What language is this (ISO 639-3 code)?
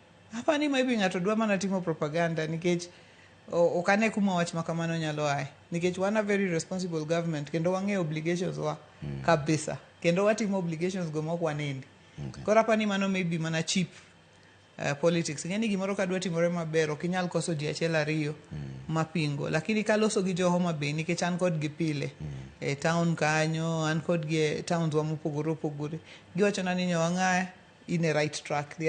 luo